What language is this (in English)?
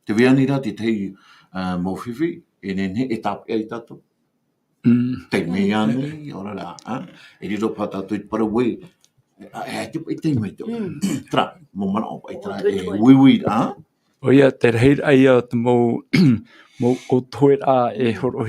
Tahitian